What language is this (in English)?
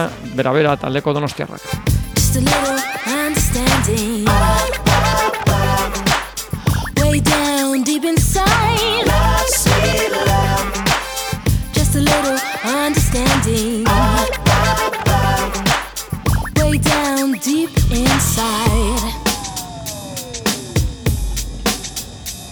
Basque